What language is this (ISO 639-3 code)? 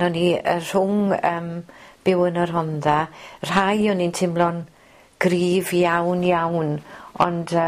cym